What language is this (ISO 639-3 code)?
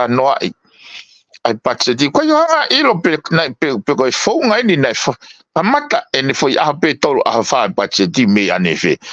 ton